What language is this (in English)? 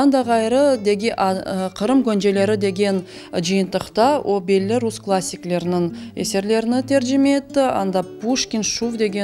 Crimean Tatar